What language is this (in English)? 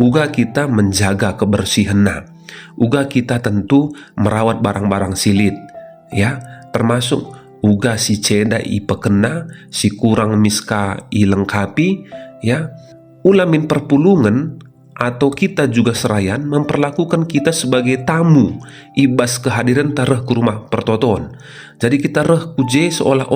Batak Karo